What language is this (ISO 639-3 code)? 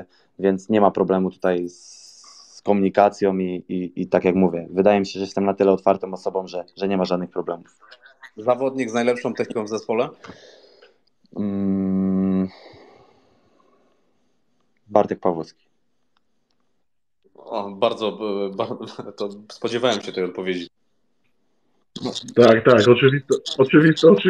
pol